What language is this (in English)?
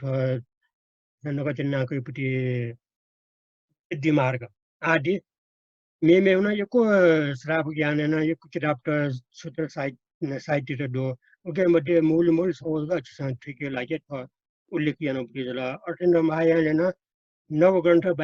Newari